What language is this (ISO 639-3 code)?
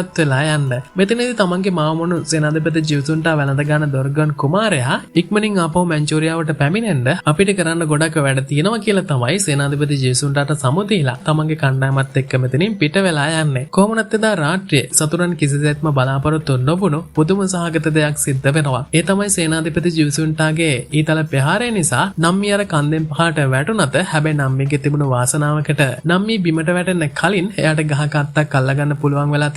sin